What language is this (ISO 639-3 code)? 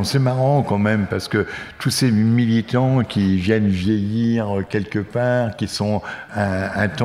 fra